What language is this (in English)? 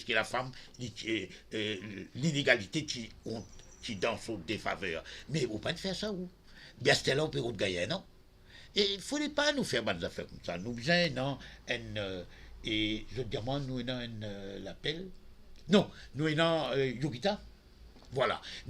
Morisyen